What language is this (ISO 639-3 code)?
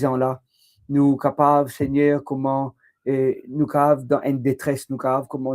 mfe